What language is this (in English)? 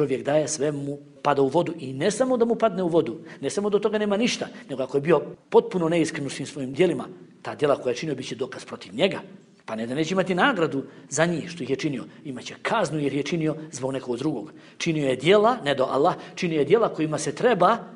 Bosnian